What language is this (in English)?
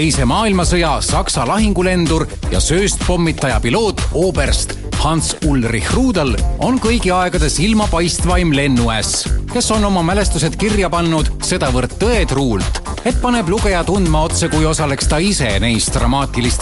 Estonian